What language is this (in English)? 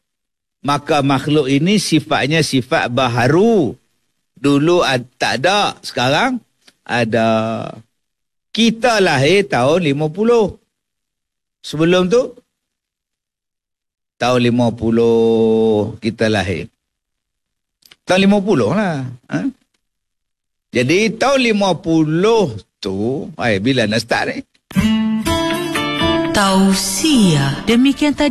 Malay